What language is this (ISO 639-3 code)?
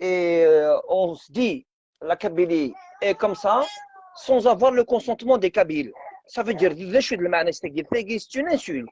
arq